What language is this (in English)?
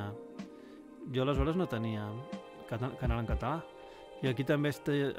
Catalan